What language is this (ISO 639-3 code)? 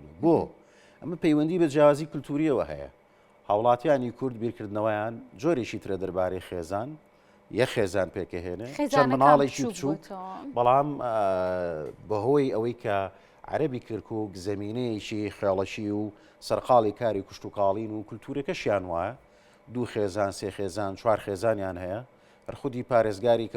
ckb